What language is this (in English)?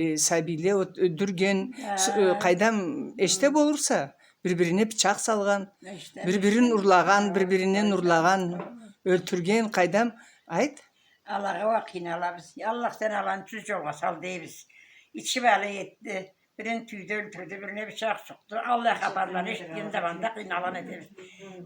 Karachay-Balkar